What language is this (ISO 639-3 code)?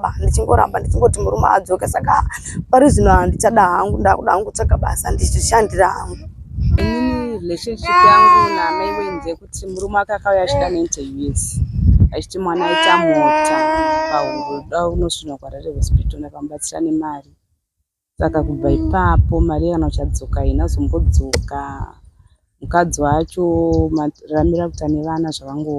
sna